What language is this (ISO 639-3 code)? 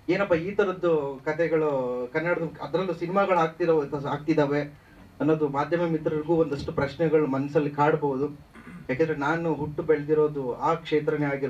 kan